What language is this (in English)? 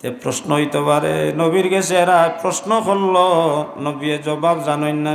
Sylheti